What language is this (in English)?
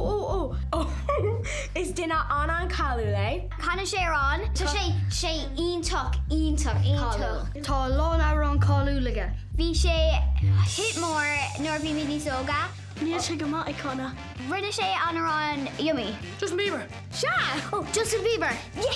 Irish